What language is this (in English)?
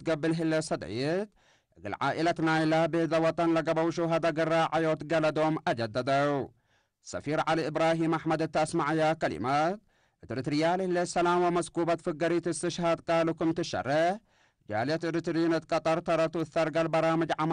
Tigre